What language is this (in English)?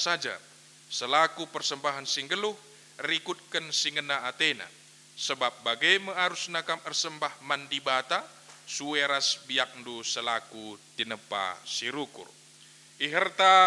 Batak Karo